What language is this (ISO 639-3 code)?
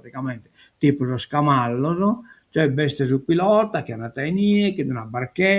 srd